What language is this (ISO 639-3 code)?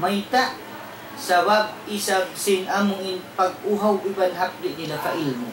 tsg